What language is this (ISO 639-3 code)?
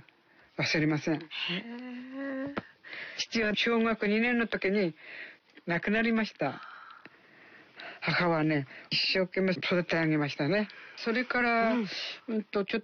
jpn